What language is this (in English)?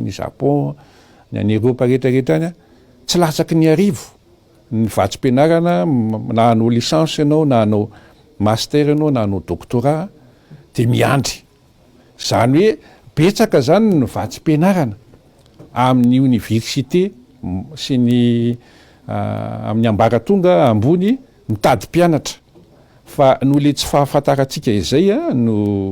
Malagasy